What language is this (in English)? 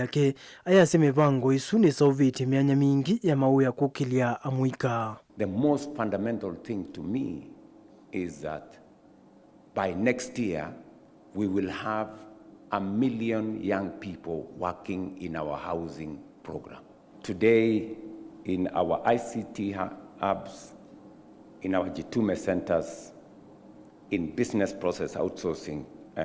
Kamba